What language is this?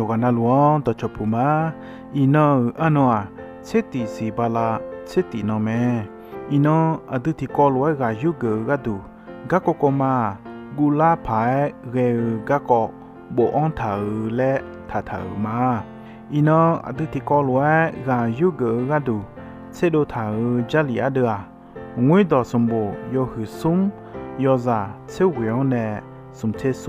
Akha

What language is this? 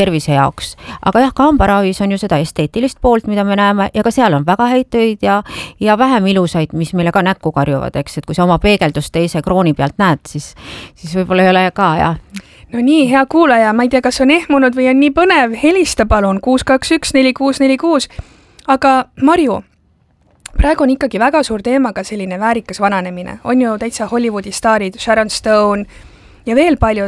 Estonian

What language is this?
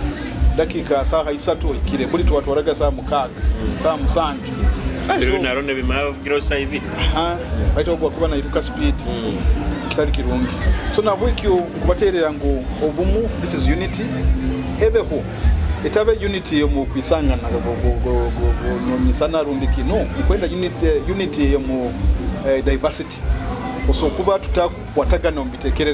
Nyoro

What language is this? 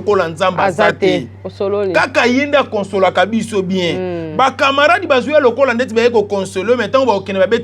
Lingala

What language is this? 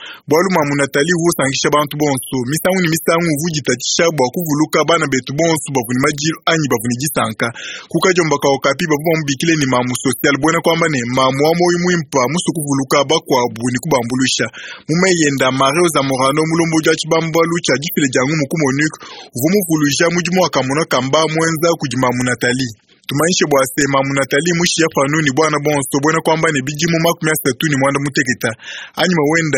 Luba-Lulua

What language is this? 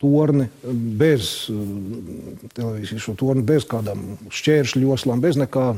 Latvian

